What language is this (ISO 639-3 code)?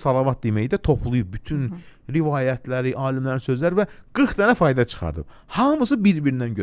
aze